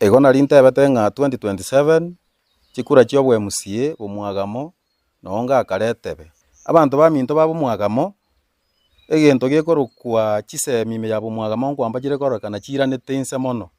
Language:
Gusii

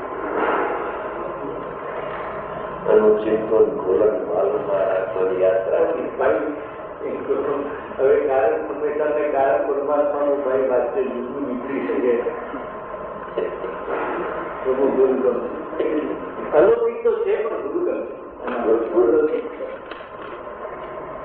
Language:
Gujarati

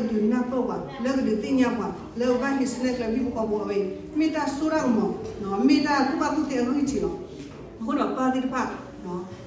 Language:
S'gaw Karen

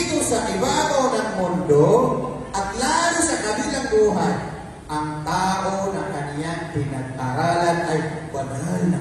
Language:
Maranao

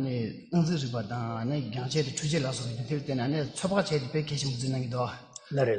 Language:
Tibetan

